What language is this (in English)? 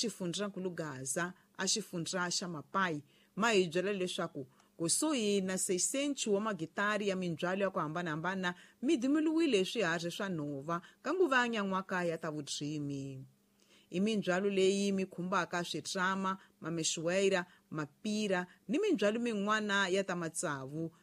Tsonga